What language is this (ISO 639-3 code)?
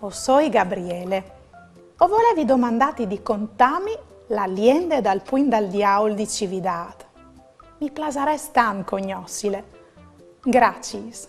fur